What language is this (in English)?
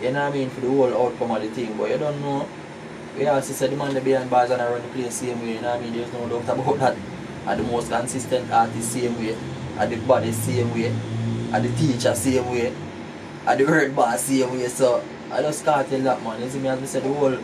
Jamaican Creole English